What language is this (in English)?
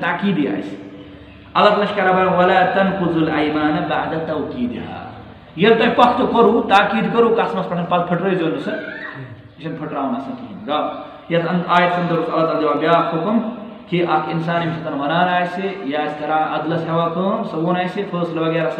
Kashmiri